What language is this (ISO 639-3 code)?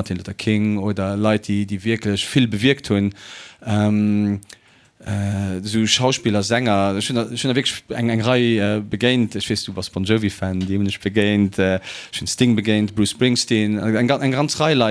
ltz